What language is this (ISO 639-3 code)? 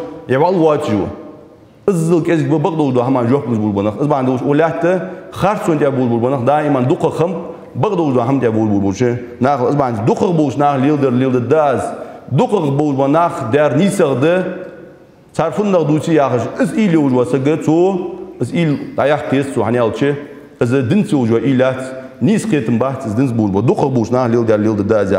inh